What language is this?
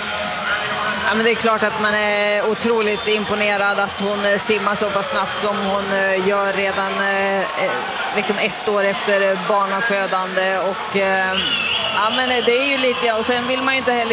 Swedish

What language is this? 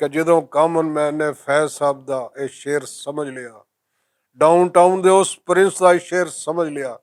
Western Panjabi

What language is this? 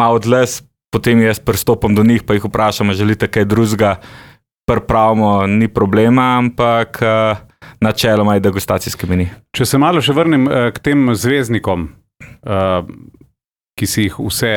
Slovenian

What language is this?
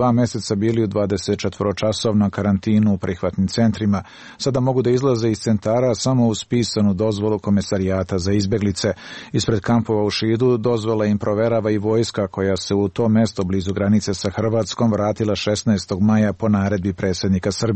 Serbian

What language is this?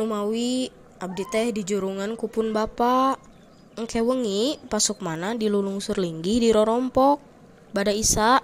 Sundanese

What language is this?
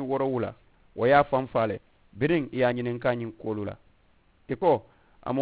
Mandingo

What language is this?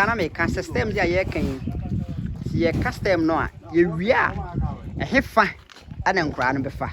Akan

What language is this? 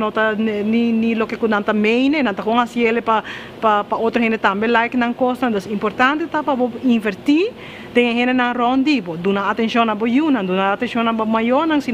Papiamento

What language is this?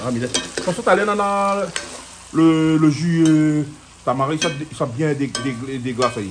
Réunion Creole French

